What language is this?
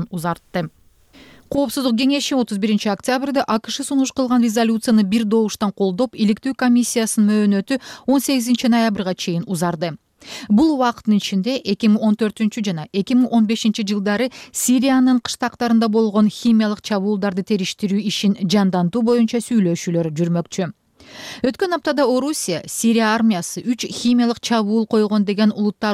Kyrgyz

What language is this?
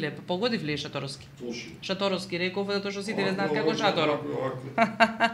Macedonian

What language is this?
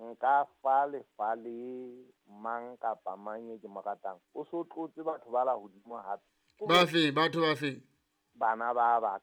Southern Sotho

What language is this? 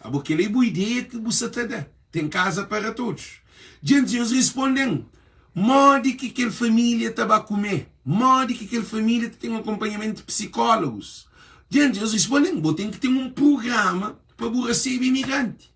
Kabuverdianu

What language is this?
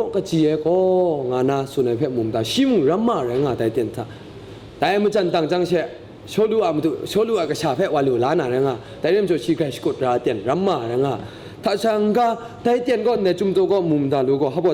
Kachin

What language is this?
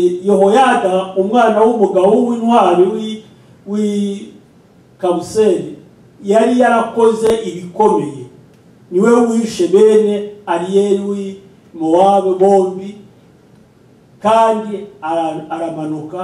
Kinyarwanda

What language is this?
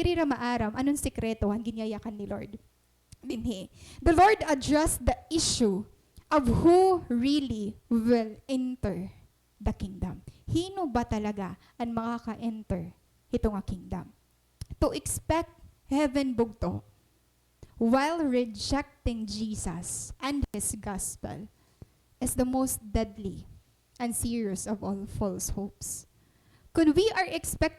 Waray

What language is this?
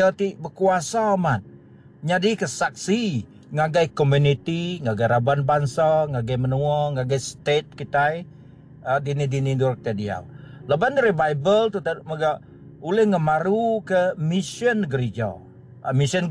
Iban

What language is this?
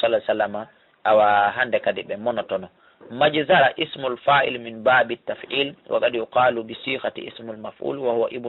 Fula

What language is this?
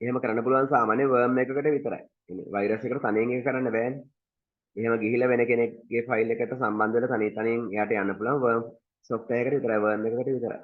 Sinhala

